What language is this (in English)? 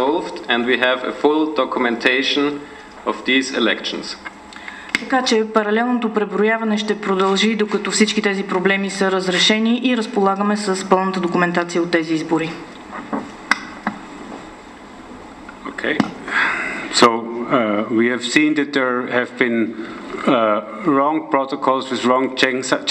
Bulgarian